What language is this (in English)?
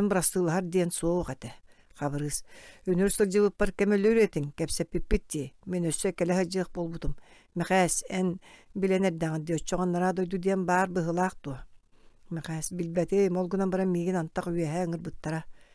Yakut